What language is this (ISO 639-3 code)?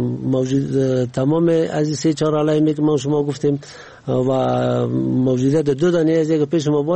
fas